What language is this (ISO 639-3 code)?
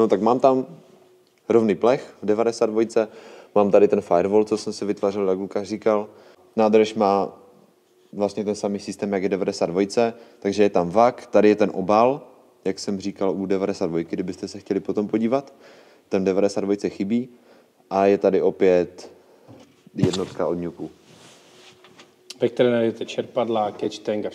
ces